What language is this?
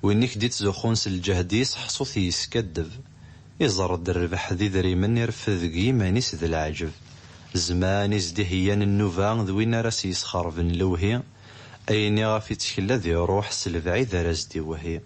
Kabyle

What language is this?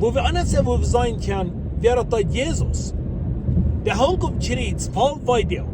Plautdietsch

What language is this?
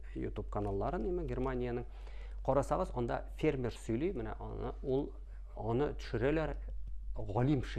Tatar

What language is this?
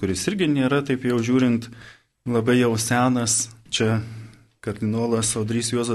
Lithuanian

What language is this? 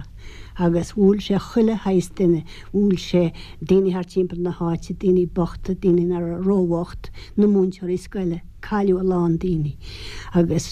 Irish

